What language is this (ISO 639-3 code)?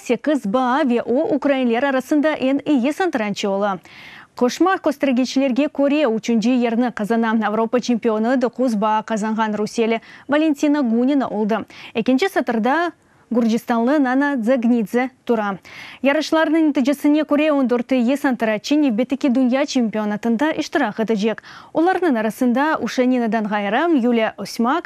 crh